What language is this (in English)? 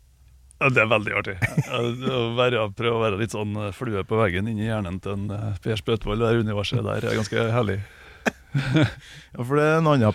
Norwegian